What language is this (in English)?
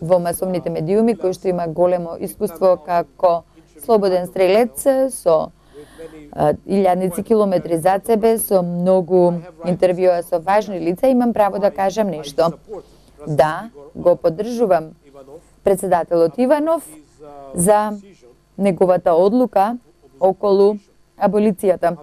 Macedonian